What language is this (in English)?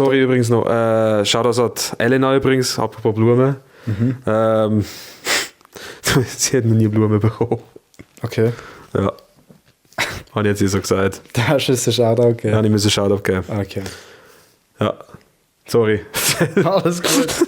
Swiss German